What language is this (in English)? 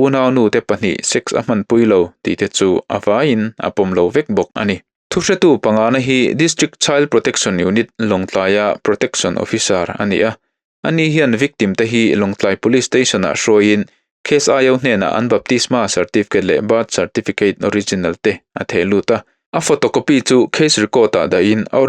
Mizo